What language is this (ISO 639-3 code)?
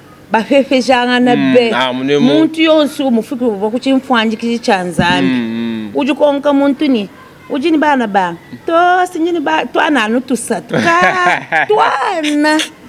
lua